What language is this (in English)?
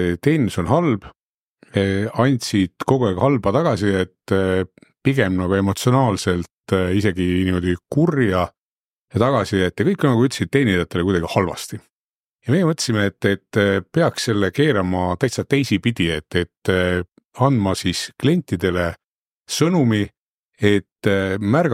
Estonian